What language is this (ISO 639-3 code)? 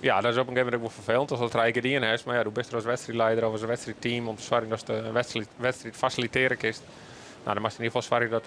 fry